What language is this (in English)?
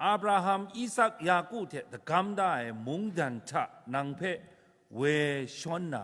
Kachin